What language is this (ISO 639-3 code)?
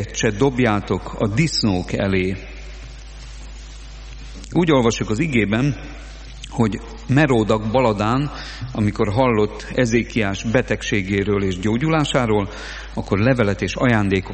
hun